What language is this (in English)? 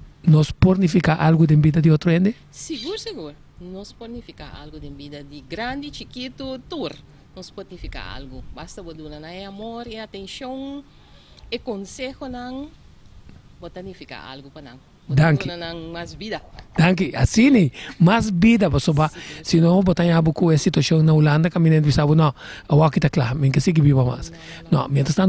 Papiamento